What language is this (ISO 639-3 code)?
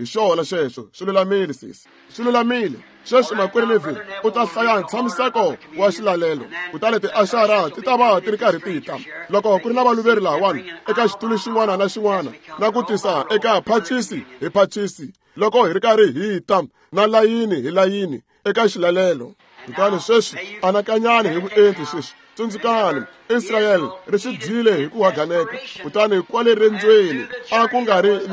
tso